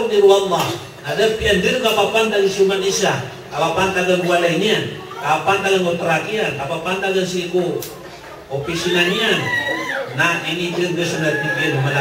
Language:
Maranao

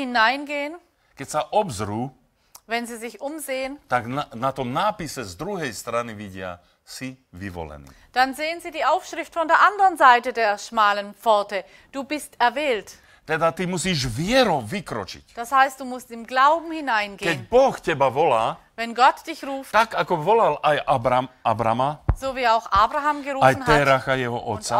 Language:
Slovak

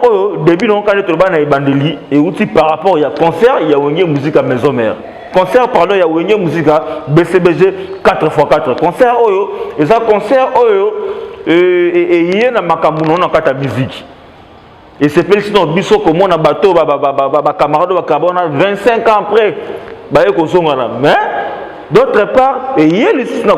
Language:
Lingala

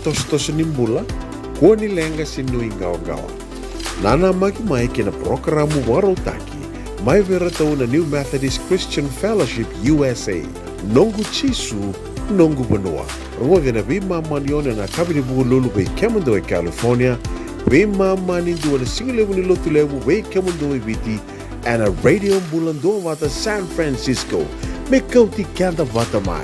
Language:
Fijian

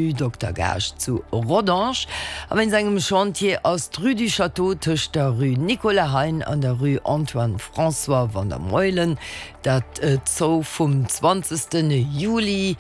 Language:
Luxembourgish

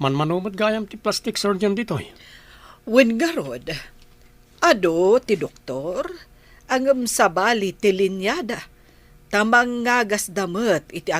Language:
Iloko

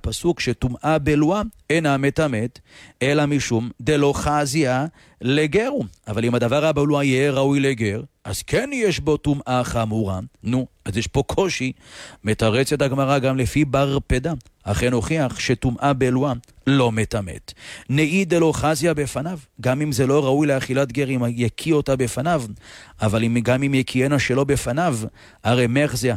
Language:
Hebrew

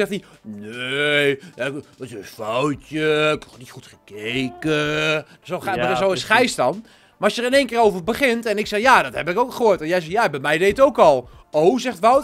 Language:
Dutch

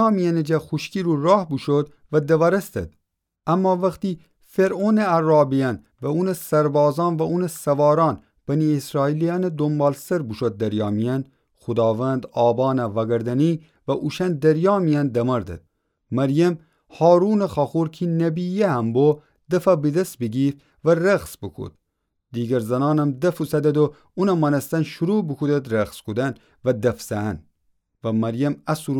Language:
Gilaki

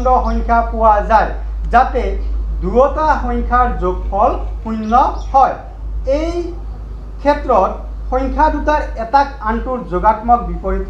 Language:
Assamese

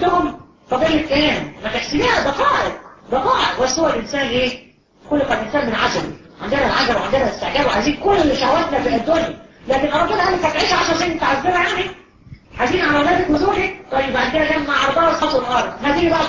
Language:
Egyptian Arabic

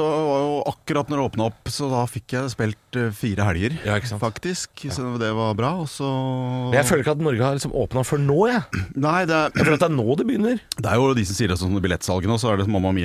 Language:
Norwegian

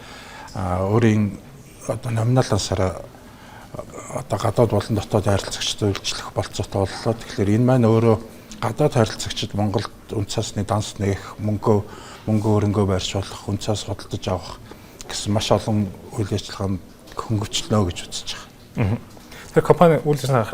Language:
Mongolian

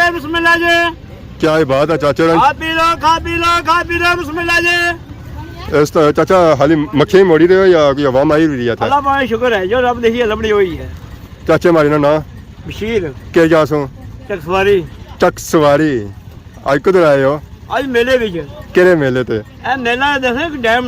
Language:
Pahari-Potwari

